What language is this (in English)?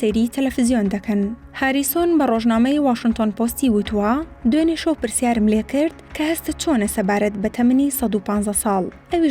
Central Kurdish